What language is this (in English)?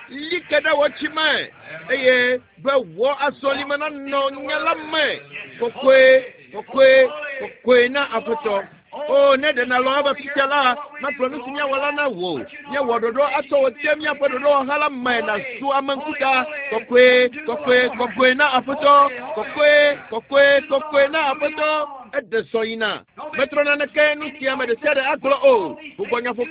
Ewe